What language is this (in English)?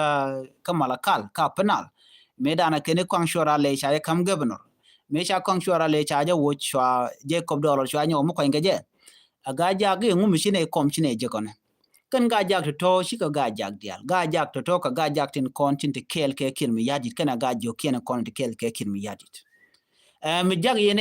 Nuer